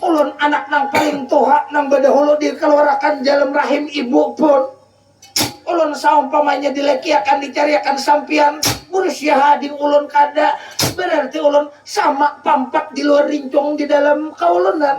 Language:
Banjar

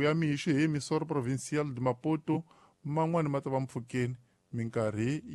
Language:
Tsonga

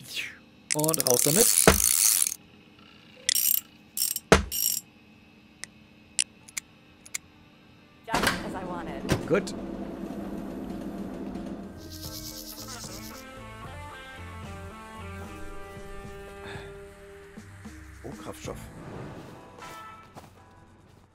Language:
German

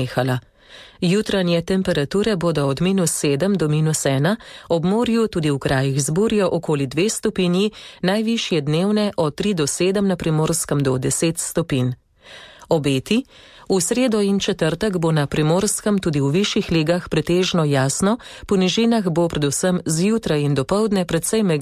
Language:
Slovenian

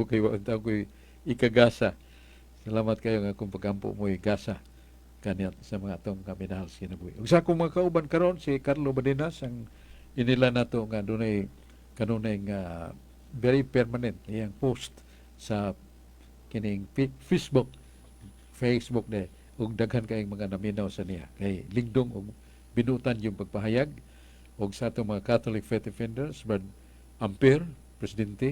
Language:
Cebuano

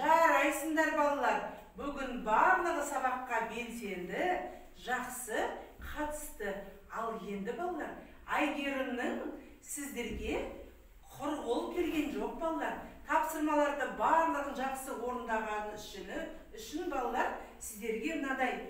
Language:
Kazakh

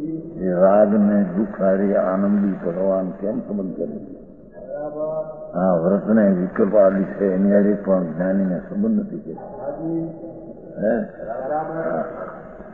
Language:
Gujarati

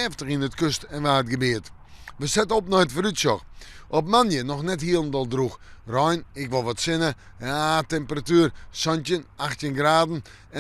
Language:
Western Frisian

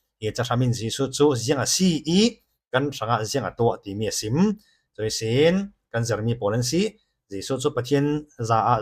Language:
Falam Chin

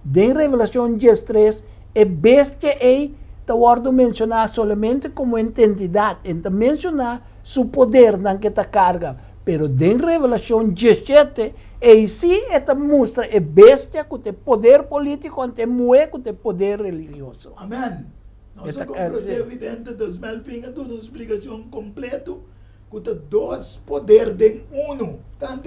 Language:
Papiamento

